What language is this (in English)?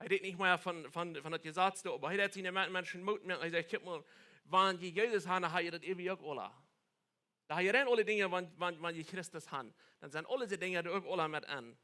Plautdietsch